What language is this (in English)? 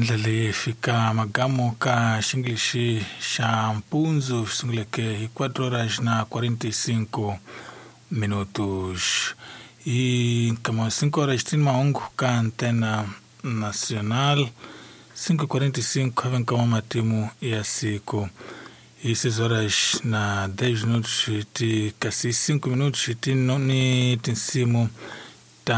Tsonga